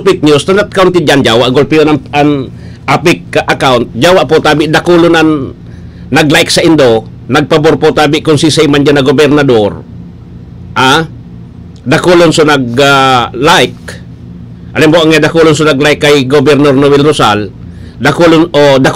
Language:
Bikol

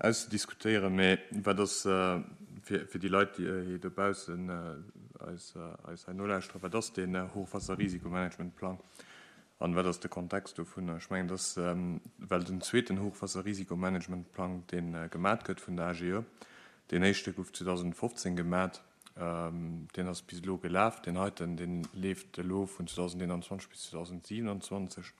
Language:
Luxembourgish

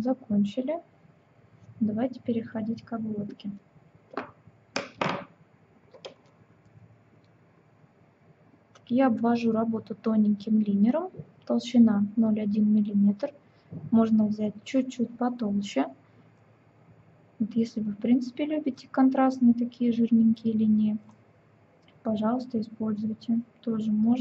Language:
Russian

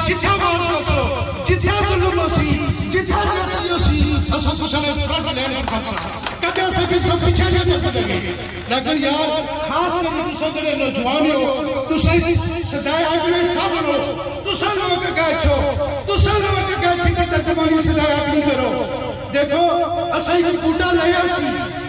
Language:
Pahari-Potwari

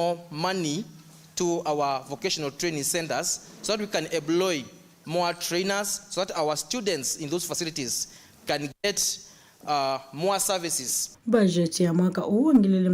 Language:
Kamba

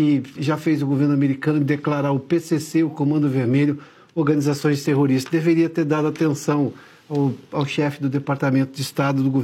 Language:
Portuguese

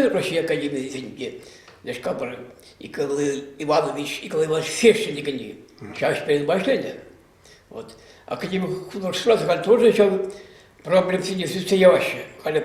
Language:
Chuvash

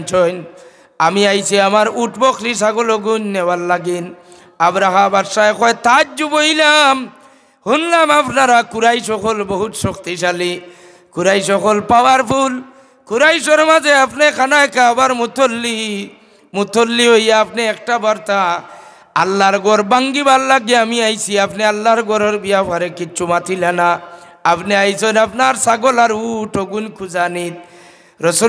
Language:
Sylheti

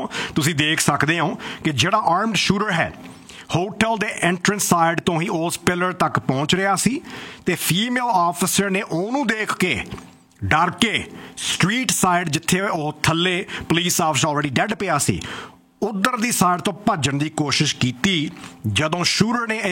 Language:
Punjabi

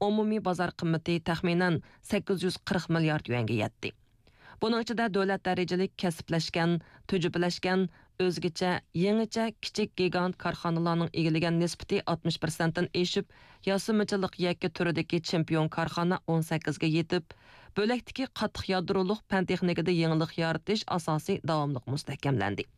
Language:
Uyghur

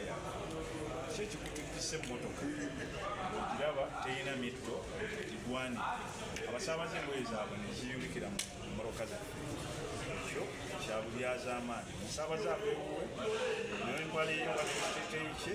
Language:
Ganda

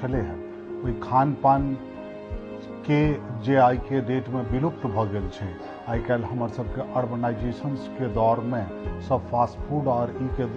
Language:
Maithili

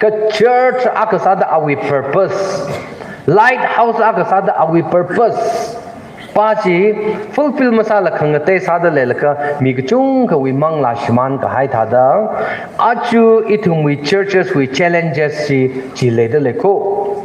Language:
Tangkhul Naga (India)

